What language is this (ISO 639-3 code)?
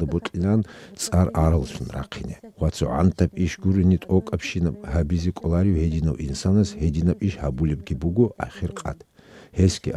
ava